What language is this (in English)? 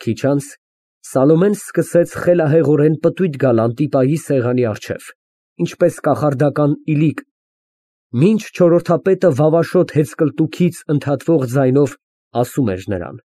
Armenian